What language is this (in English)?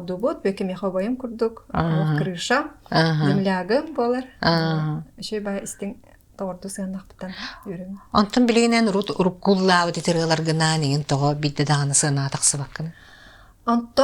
Yakut